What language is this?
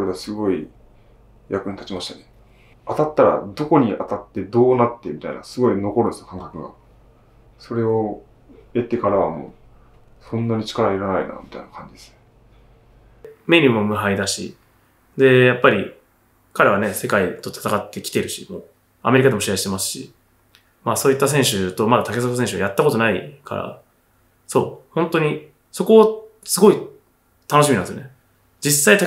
Japanese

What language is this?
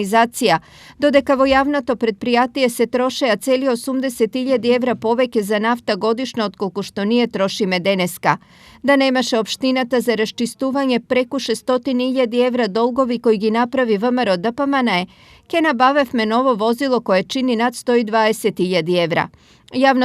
Macedonian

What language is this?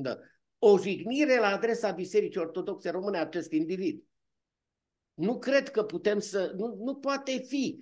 Romanian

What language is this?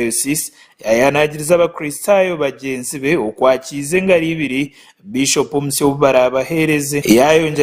Nyankole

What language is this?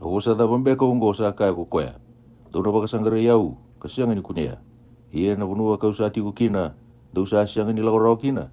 Fijian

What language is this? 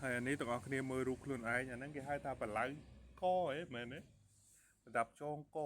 Khmer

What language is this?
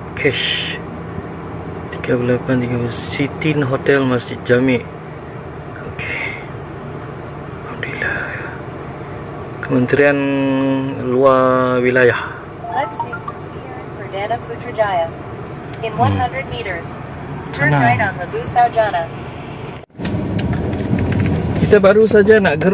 Malay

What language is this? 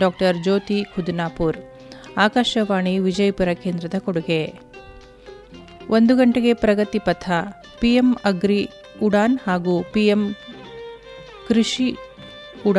Kannada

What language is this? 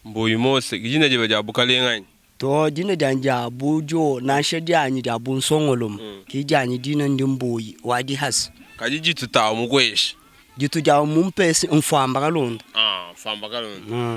Luba-Lulua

